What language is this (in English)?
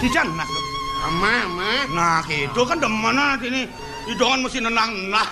Balinese